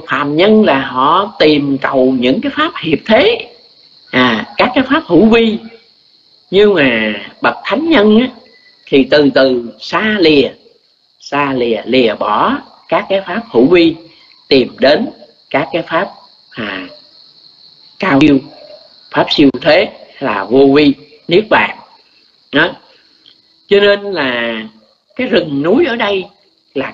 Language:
Vietnamese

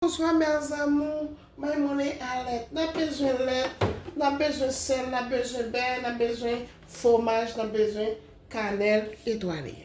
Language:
Haitian Creole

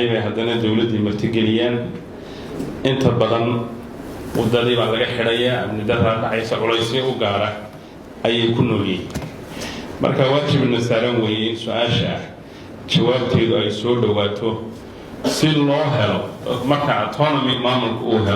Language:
Somali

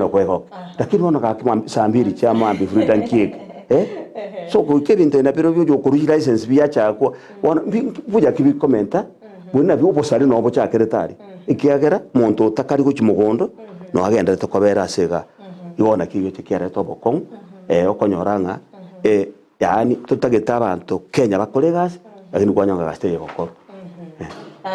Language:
Gusii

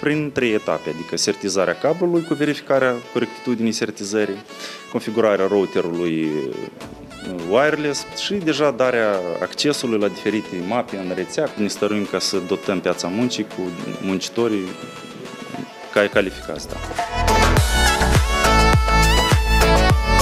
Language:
Romanian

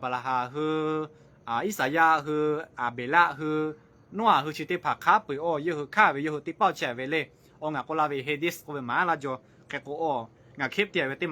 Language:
Lahu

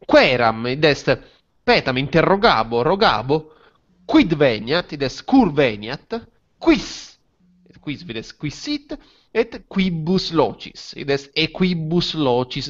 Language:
Latin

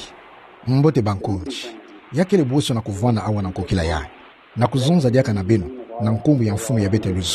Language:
Kituba (Democratic Republic of Congo)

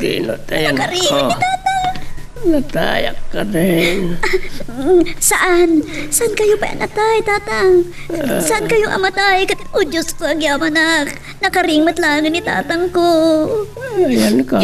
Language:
Iloko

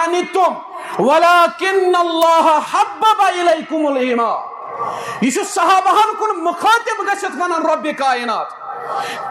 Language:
Kashmiri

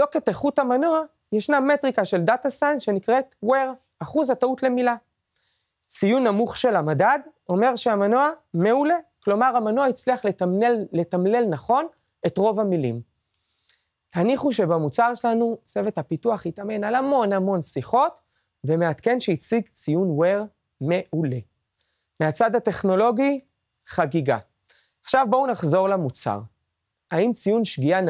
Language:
Hebrew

